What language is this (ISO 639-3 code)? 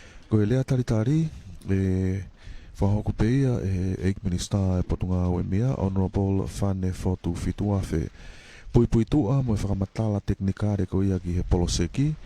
ton